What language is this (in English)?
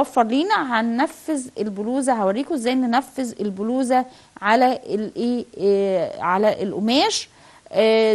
Egyptian Arabic